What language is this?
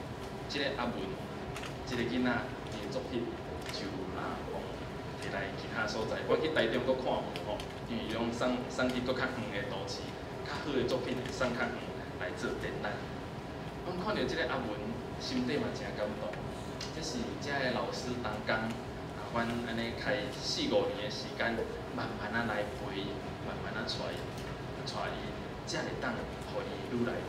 Min Nan Chinese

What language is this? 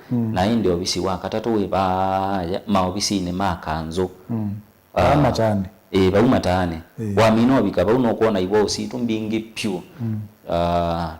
Kamba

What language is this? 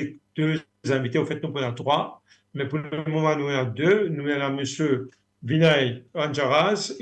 Morisyen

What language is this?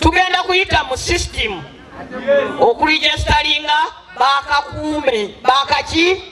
Ganda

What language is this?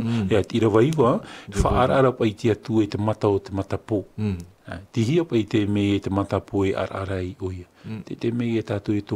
Tahitian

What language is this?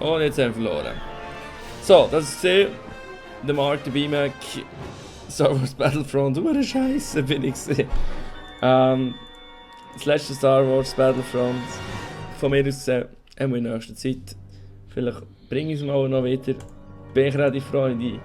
Swiss German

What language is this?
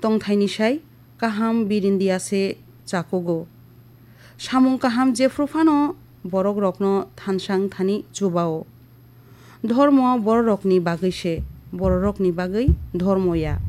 Kok Borok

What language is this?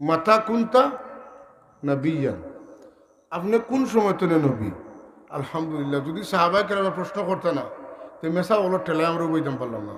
Sylheti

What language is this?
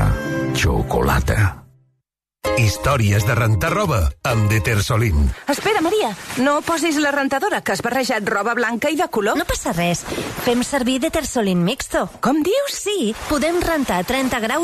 Catalan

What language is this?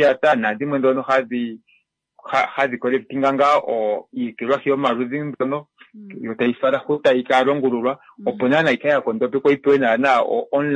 Kuanyama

